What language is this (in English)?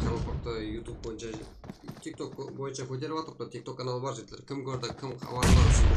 Kara-Kalpak